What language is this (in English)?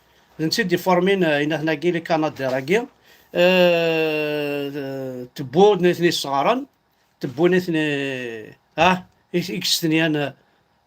Kabyle